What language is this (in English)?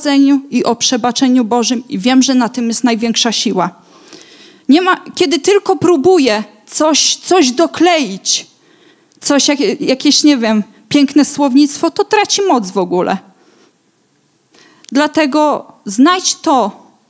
Polish